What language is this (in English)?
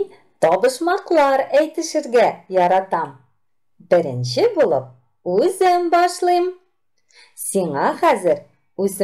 Tatar